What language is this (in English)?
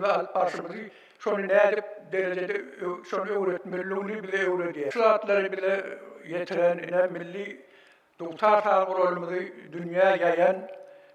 Turkmen